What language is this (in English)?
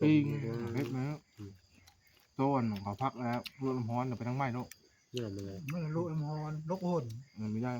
Northeastern Thai